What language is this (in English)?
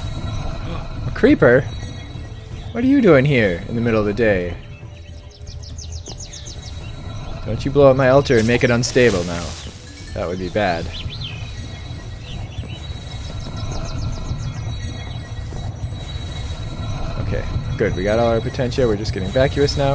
English